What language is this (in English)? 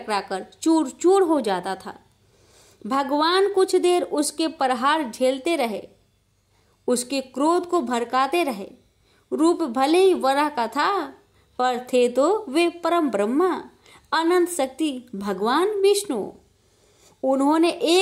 Hindi